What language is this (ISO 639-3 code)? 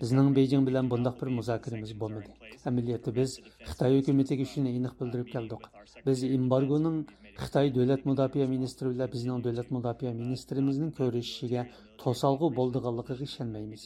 uig